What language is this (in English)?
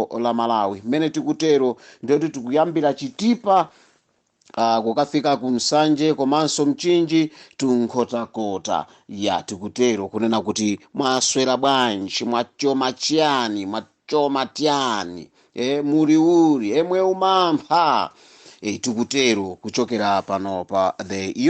Nyanja